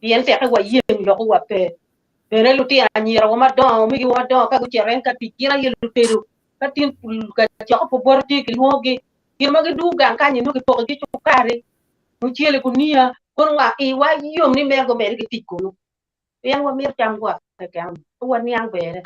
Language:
Acoli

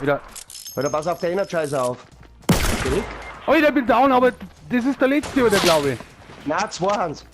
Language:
Bavarian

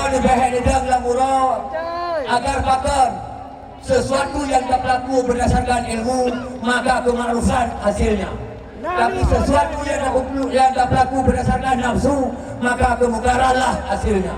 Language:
Achinese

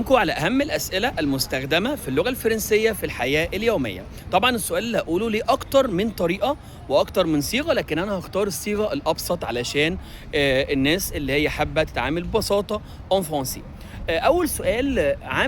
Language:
Egyptian Arabic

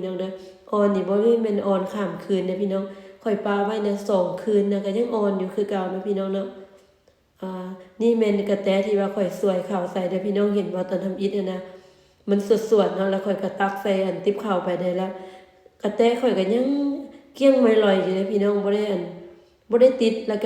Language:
Lao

